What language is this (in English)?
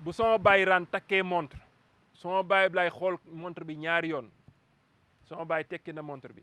Wolof